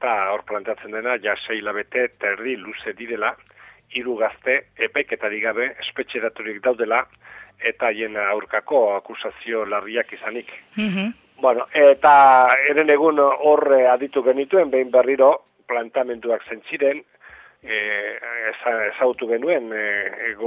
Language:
Basque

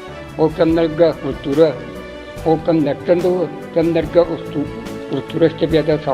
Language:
Yakut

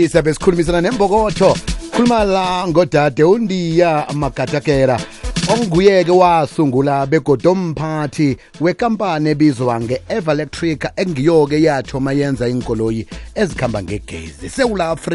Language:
South Ndebele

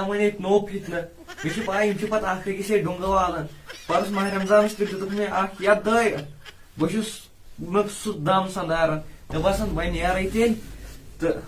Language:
Kashmiri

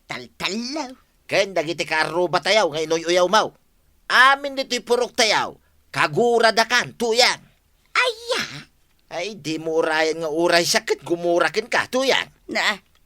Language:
Iloko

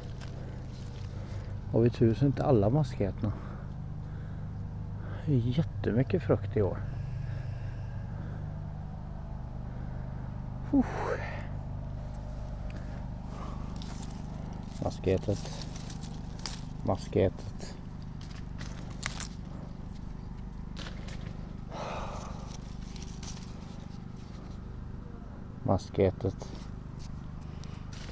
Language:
Swedish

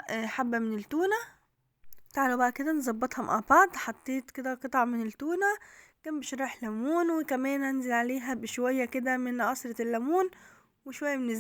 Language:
Egyptian Arabic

